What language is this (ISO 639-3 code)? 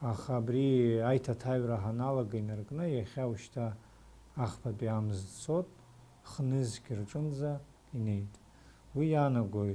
abk